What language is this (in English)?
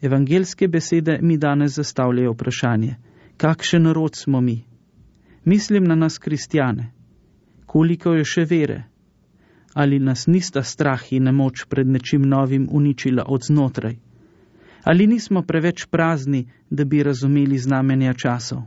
Slovenian